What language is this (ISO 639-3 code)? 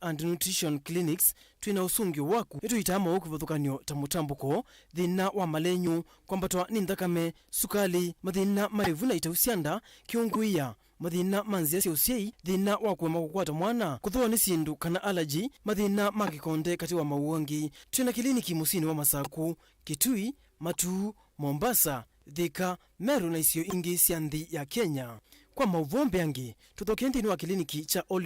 kam